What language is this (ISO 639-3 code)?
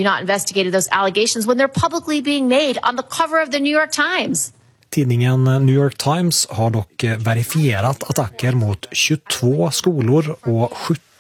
swe